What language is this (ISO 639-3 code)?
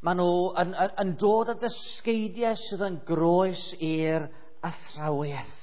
cym